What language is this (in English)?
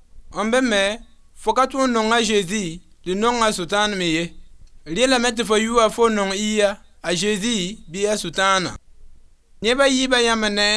Mossi